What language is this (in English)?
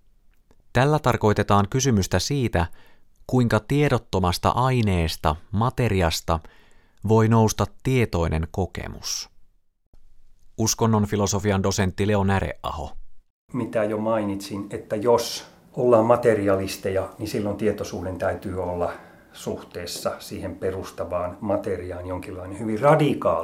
Finnish